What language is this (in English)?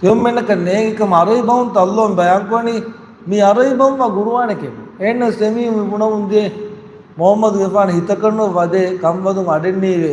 Divehi